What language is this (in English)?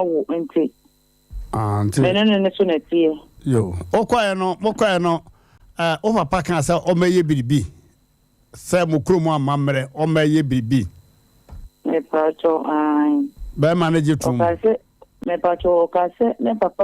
Akan